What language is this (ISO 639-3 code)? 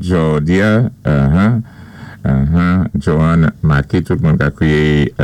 acf